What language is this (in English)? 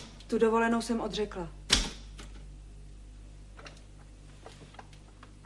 Czech